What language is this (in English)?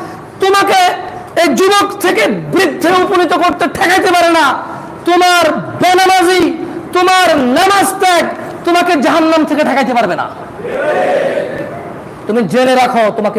Bangla